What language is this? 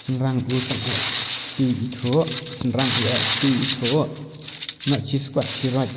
Khasi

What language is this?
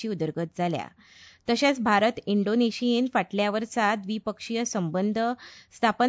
Konkani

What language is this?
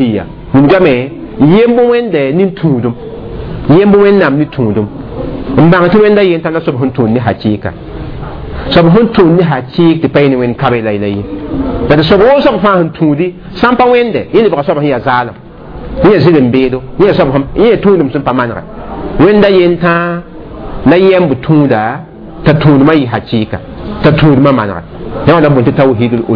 Mossi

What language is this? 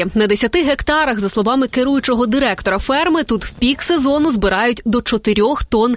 Ukrainian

